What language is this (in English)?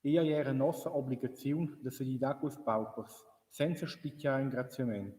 Romansh